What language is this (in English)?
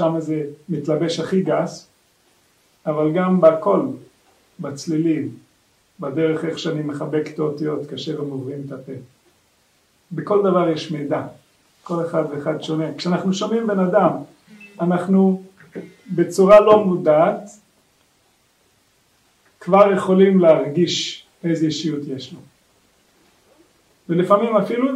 Hebrew